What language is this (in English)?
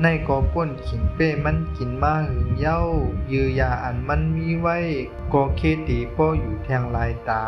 Shan